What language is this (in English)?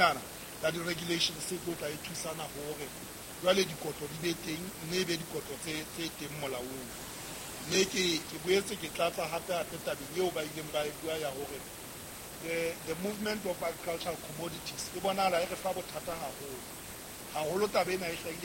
Southern Sotho